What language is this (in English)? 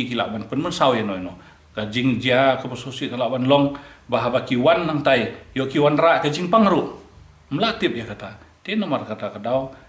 Khasi